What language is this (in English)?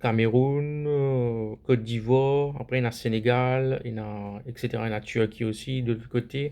Morisyen